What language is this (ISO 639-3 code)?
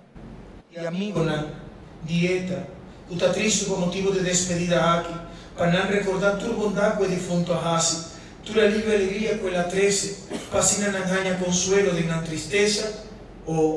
pap